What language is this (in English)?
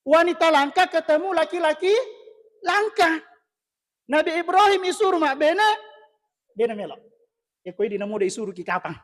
Buginese